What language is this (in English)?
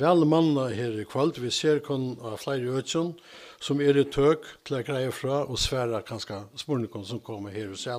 Faroese